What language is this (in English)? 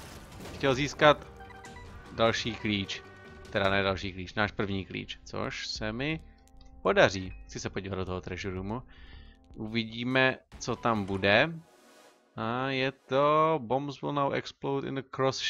Czech